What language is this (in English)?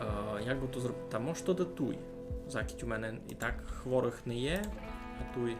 Rusyn